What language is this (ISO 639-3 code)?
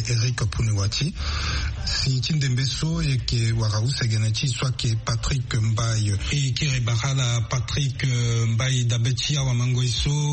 sag